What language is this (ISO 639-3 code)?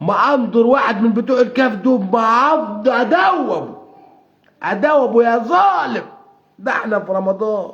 arz